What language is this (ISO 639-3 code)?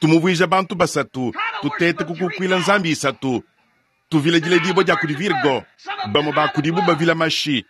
lua